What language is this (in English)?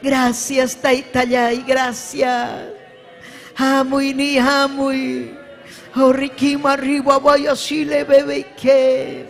Ayacucho Quechua